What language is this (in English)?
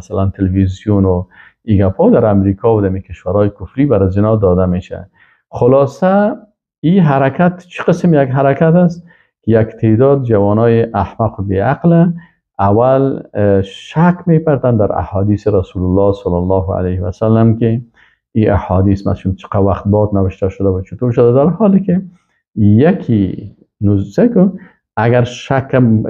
Persian